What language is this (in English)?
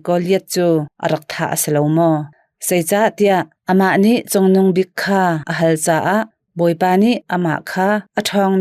Hakha Chin